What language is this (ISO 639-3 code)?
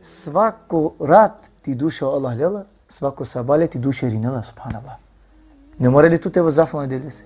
rmn